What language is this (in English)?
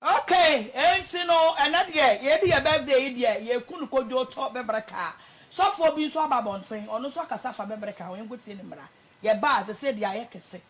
Akan